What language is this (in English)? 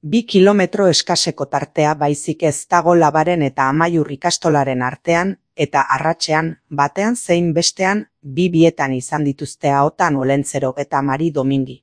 Basque